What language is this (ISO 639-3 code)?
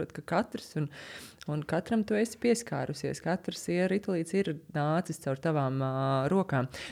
lav